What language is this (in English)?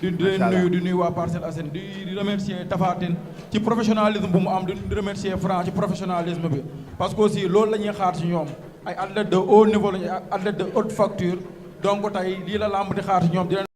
Wolof